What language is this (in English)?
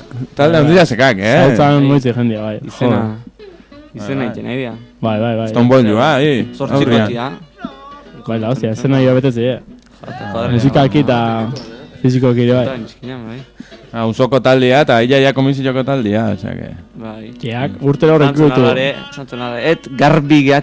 Basque